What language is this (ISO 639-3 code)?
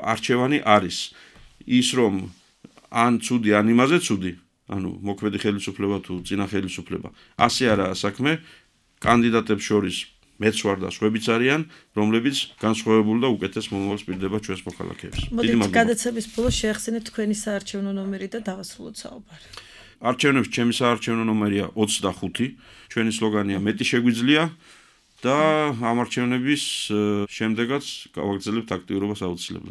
kat